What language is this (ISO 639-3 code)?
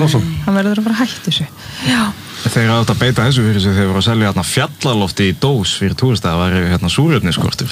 isl